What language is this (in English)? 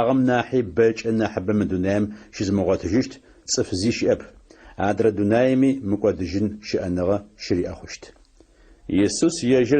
Adyghe